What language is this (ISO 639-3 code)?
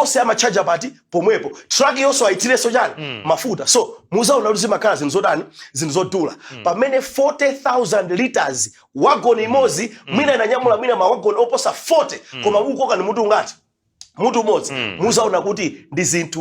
nya